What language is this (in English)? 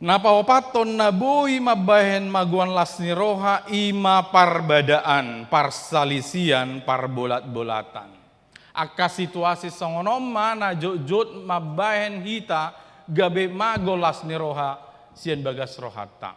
Batak Toba